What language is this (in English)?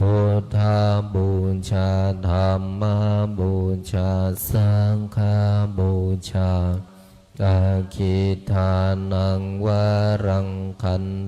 Pali